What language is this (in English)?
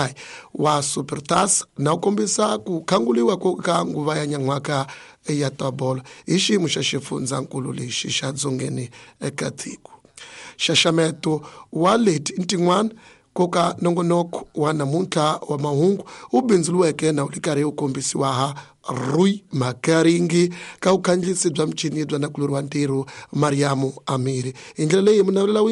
Tsonga